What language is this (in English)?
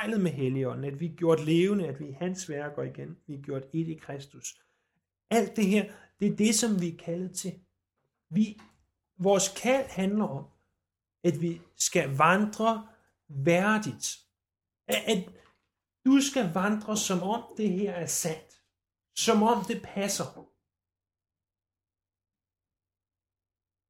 Danish